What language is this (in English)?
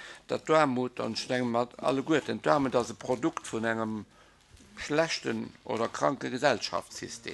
Luxembourgish